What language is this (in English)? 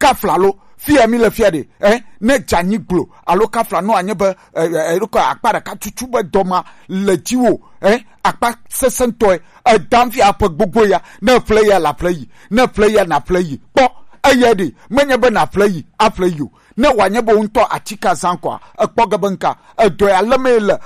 Gen